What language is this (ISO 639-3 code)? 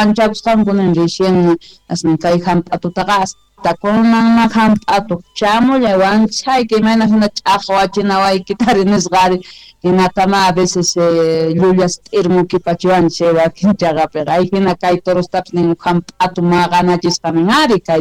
que